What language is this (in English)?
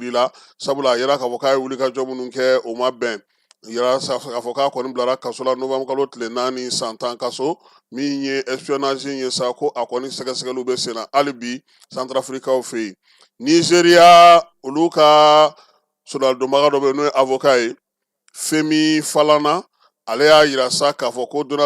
Bambara